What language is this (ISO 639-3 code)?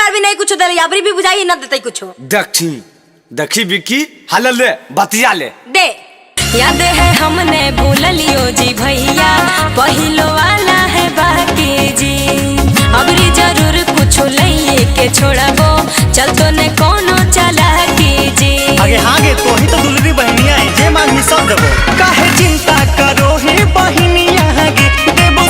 mag